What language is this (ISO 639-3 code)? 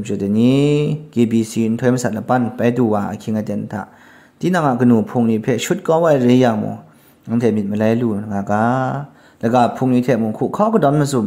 kac